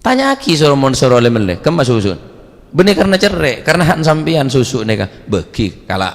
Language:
Madurese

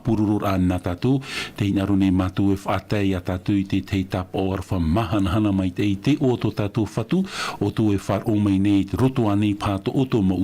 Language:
Tahitian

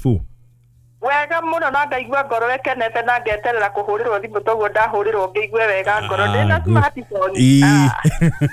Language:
Kikuyu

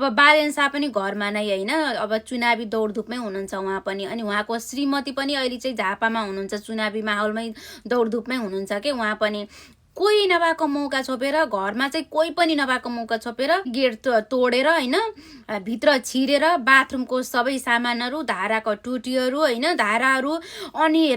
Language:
Nepali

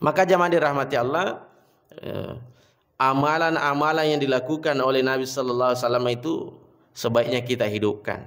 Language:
Buginese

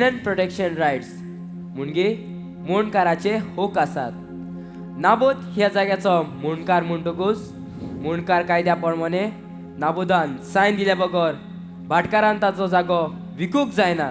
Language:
Konkani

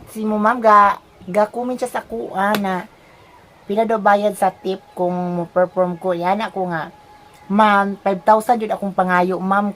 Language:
Cebuano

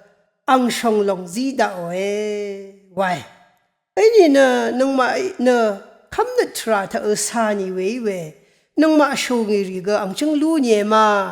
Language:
Rawang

